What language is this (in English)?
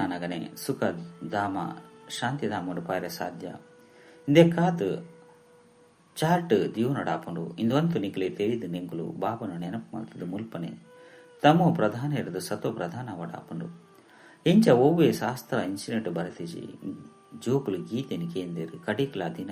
Tulu